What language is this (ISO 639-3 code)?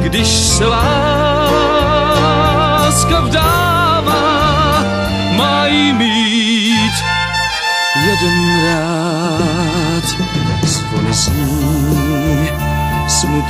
ces